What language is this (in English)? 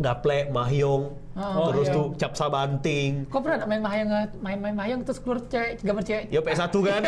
Musi